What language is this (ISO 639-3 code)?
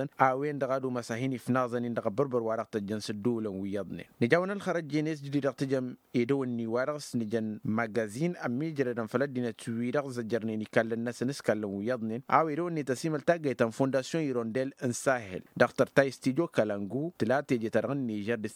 taq